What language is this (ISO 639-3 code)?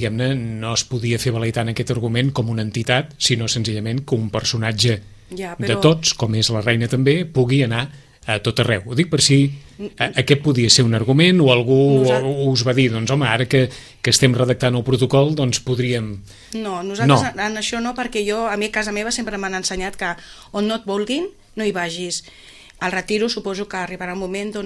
cat